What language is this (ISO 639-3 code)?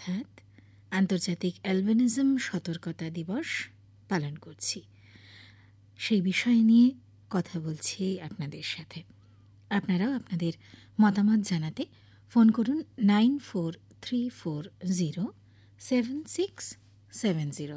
ben